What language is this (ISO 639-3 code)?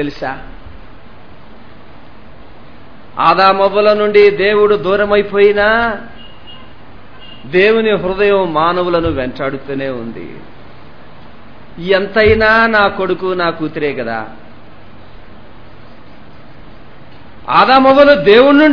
tel